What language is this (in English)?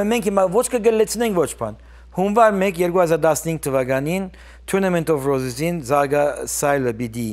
Western Armenian